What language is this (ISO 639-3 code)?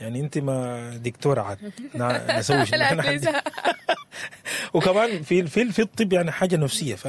apd